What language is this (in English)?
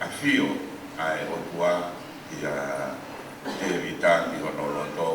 Tongan